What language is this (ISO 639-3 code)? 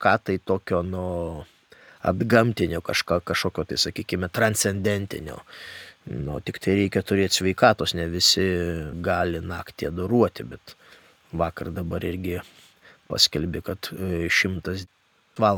lit